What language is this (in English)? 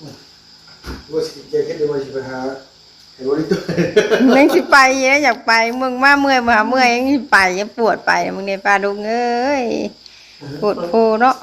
Northeastern Thai